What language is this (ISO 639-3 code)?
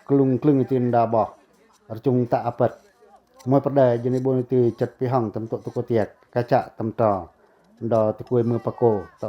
pac